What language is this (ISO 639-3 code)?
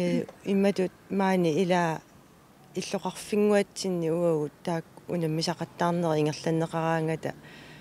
kal